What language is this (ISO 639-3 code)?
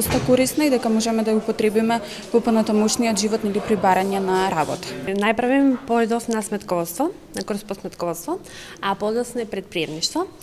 mkd